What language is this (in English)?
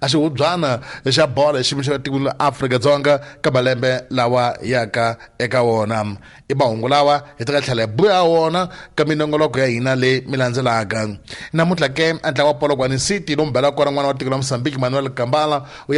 Tsonga